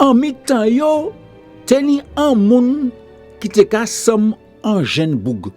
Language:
Guadeloupean Creole French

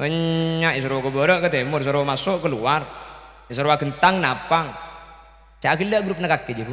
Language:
Madurese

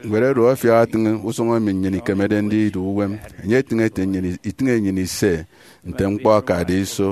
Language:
Efik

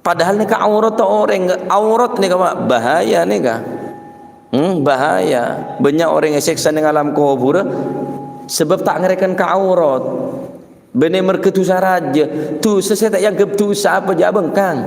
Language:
Madurese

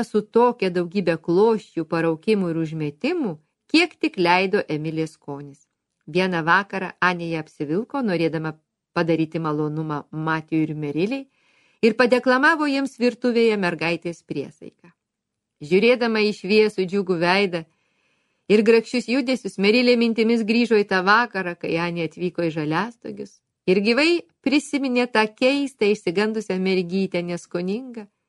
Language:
Lithuanian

